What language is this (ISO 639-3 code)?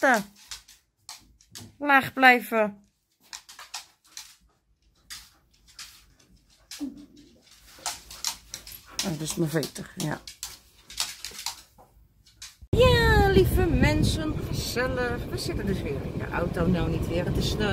nld